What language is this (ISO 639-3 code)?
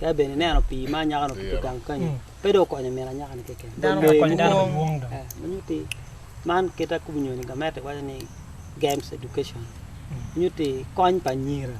ach